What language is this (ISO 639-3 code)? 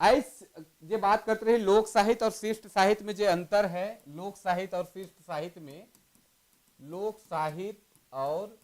sck